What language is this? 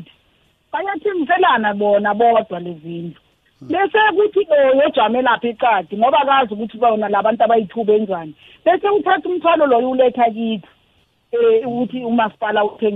South Ndebele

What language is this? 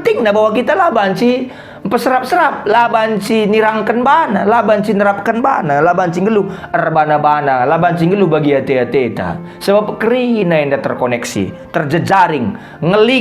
Batak Karo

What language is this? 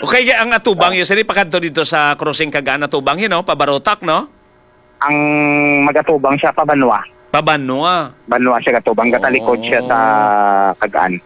Hiligaynon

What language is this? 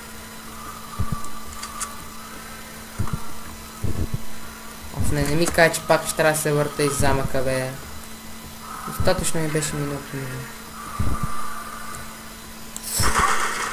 Bulgarian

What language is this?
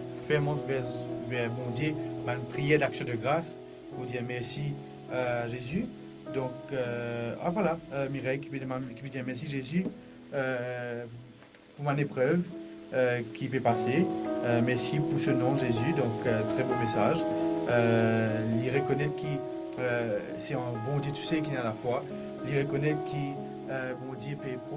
Morisyen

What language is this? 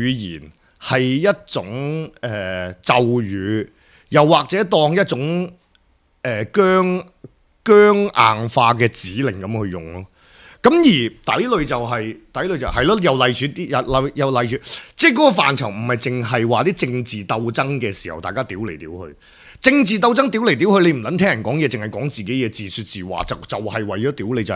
Cantonese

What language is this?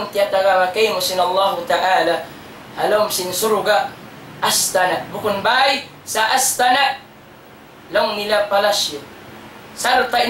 Tausug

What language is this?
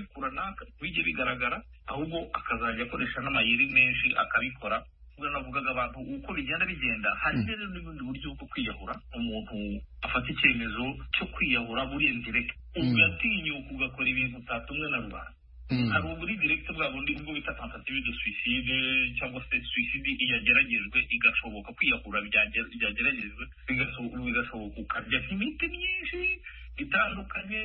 Kinyarwanda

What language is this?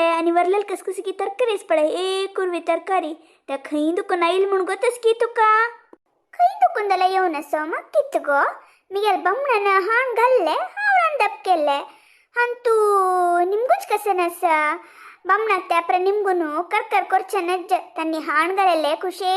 Konkani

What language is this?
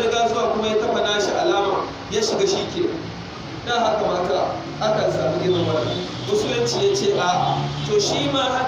Hausa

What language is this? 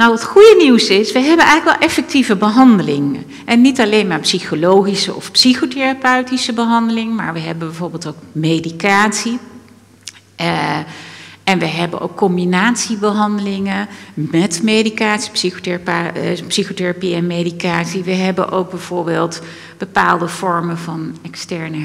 Dutch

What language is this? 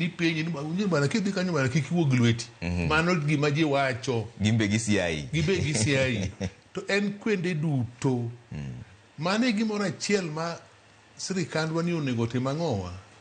Luo (Kenya and Tanzania)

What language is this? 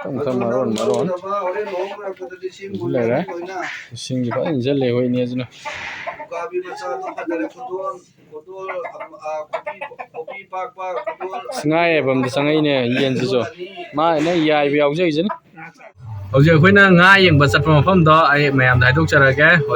Manipuri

